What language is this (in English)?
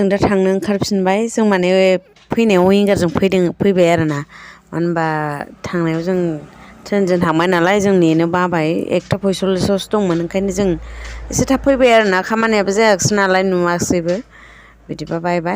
Bodo